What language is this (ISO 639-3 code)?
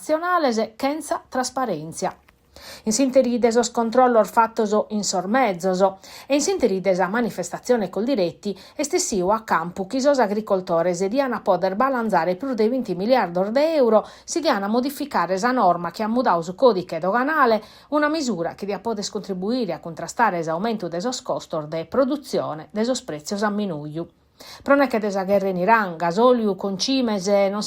srd